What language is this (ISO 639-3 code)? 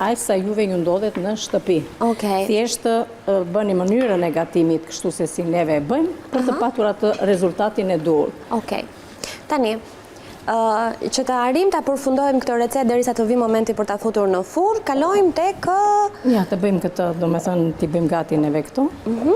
sqi